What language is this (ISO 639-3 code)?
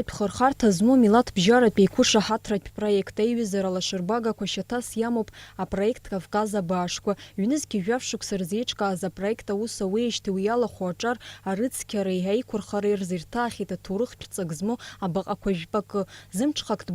abk